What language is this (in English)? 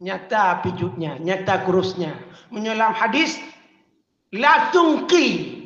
Achinese